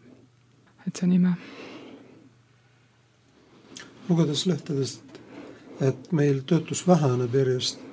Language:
Estonian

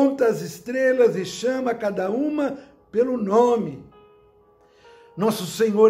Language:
Portuguese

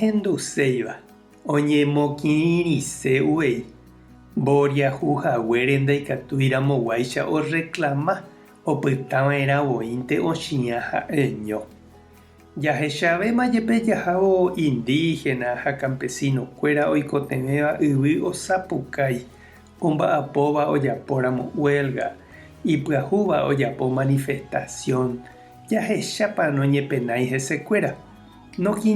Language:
Guarani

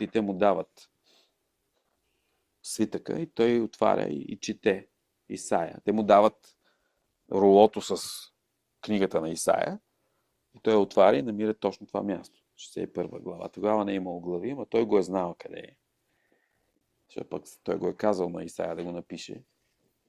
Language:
Bulgarian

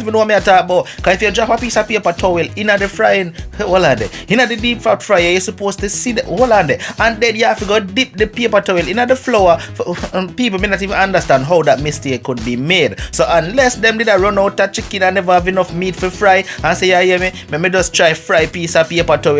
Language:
Jamaican Creole English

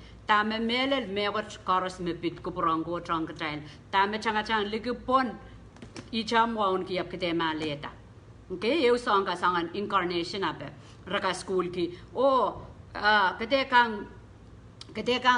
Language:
Pohnpeian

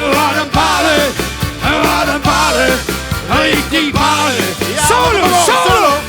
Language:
Limburgish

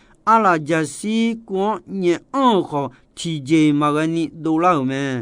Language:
Akha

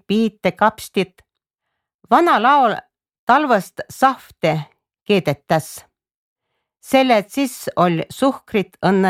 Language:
Estonian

